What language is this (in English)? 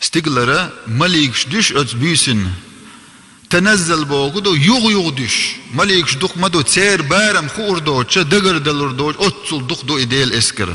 Chechen